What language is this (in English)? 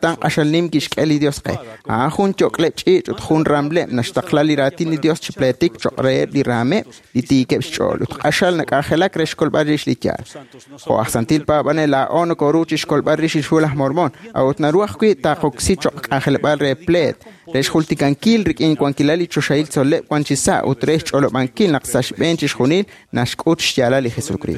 Kekchí